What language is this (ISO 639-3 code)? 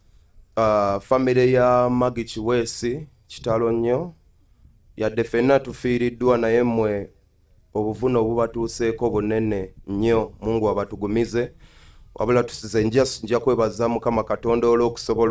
lug